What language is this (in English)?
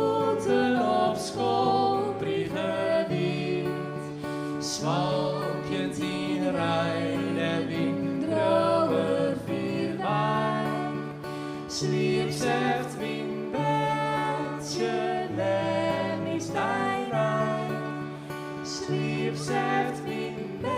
Western Frisian